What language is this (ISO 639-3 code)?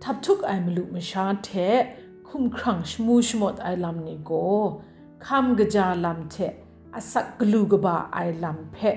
kac